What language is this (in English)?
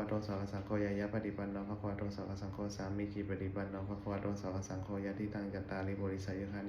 Pali